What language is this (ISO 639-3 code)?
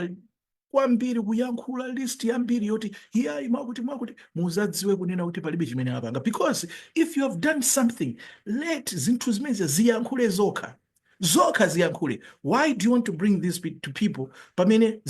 nya